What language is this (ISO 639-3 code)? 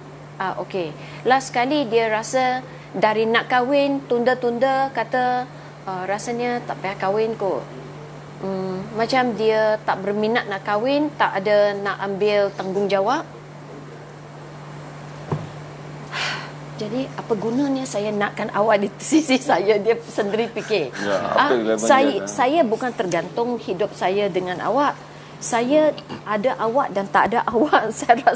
msa